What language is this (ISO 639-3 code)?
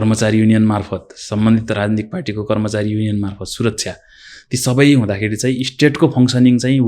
nep